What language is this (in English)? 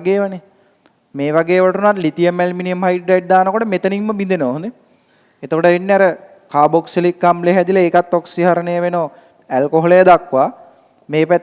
Sinhala